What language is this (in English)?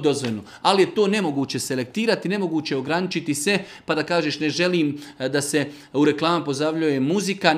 Bosnian